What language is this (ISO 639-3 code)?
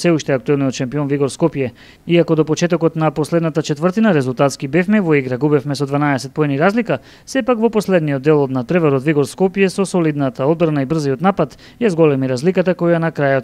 mkd